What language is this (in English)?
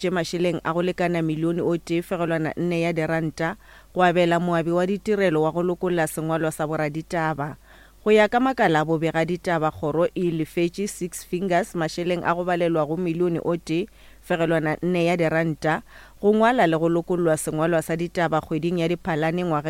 Northern Sotho